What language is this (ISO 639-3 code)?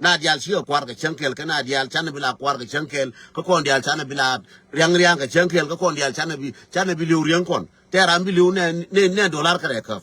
nus